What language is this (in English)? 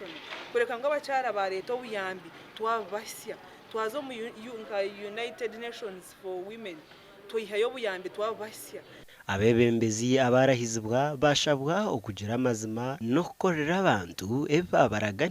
Nyankole